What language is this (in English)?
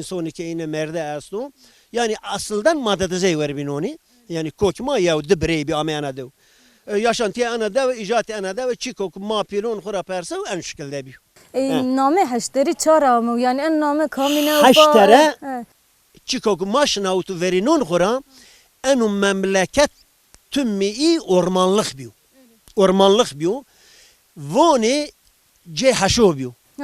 Zaza